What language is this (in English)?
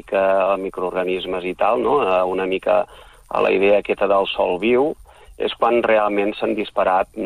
Catalan